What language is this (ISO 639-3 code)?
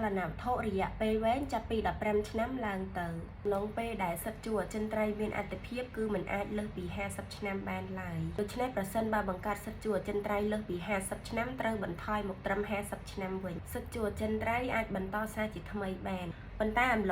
khm